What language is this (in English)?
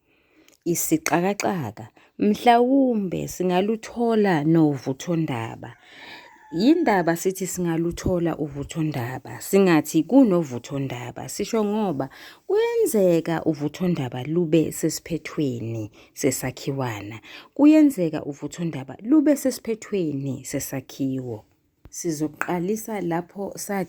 Zulu